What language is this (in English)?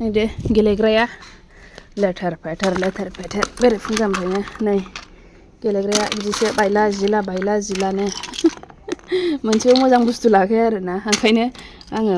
Bodo